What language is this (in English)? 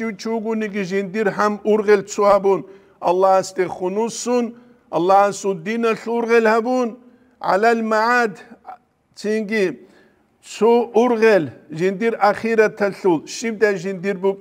Avaric